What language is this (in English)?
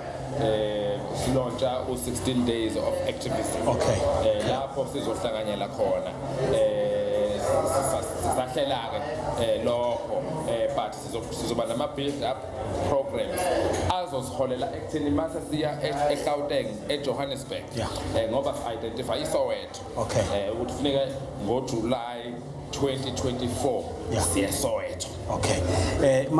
Zulu